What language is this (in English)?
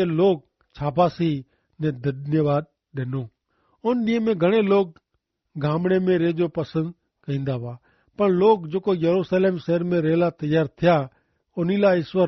Kachhi